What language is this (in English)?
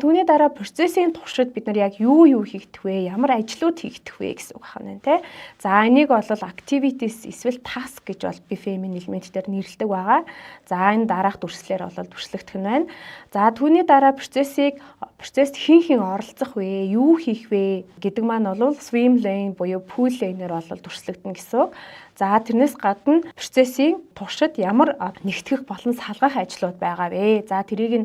Mongolian